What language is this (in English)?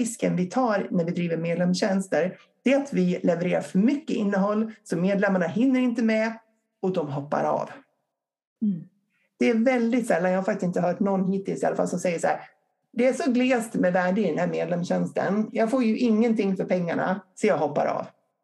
Swedish